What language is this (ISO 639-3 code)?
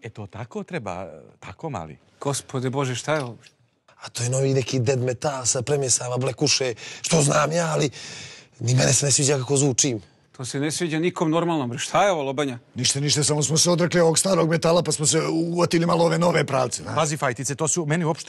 srp